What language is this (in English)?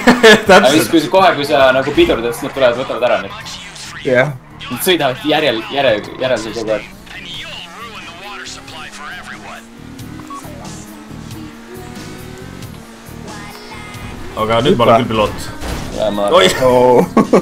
Estonian